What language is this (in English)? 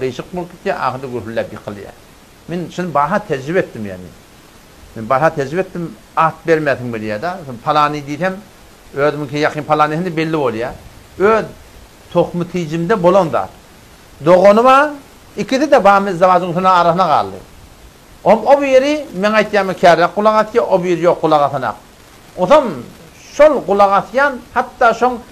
Turkmen